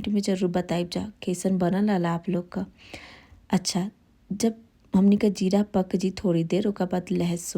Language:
Bhojpuri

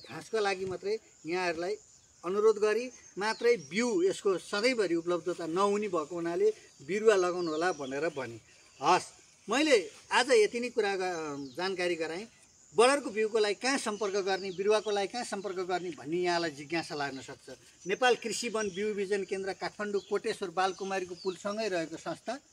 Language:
Nepali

